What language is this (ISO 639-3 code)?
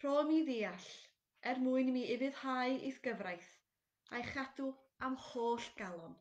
cym